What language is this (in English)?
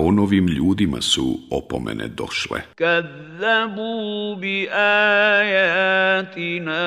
Bosnian